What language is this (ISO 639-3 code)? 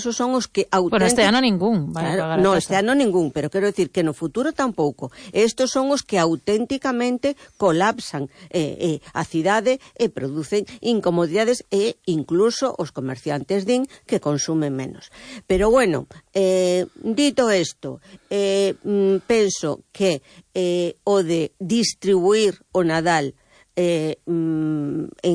glg